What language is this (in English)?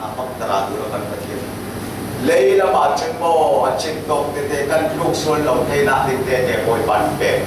Falam Chin